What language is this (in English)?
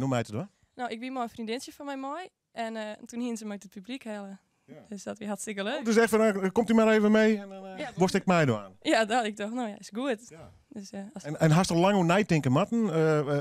Western Frisian